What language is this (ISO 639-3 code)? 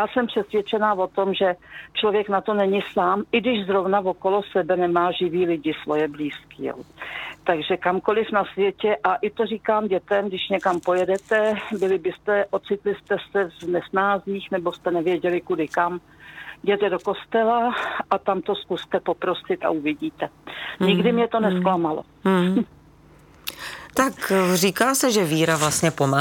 ces